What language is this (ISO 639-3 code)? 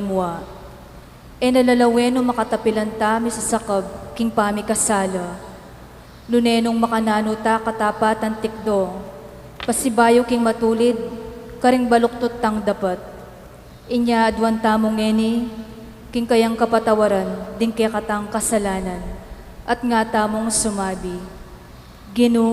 pam